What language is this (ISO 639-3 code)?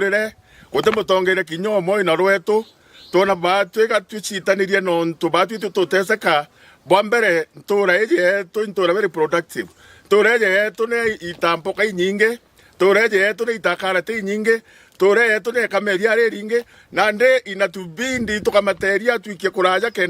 mer